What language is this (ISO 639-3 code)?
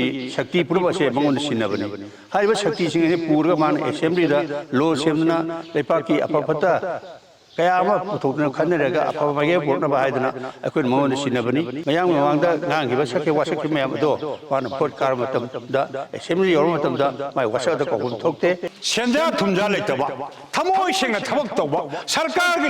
mni